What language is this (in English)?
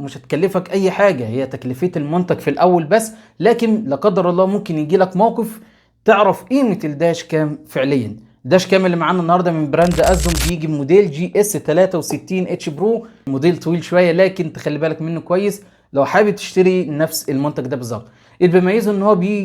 Egyptian Arabic